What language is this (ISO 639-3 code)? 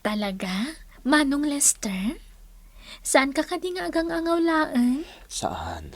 ilo